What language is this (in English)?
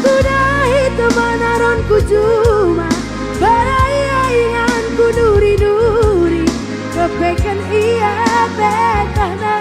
Batak Karo